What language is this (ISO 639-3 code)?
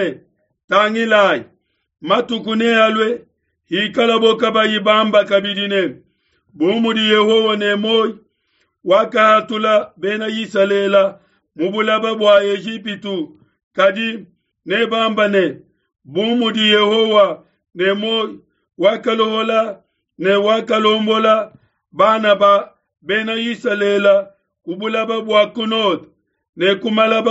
lua